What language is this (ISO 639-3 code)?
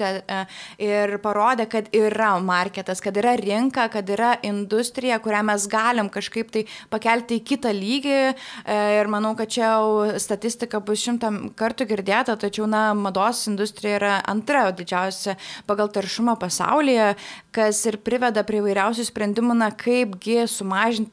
lit